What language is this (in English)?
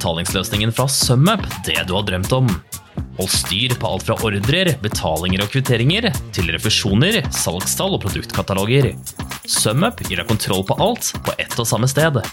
Norwegian